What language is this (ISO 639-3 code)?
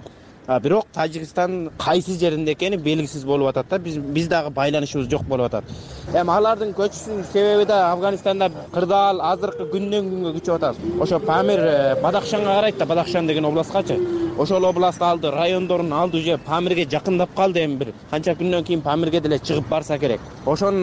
kir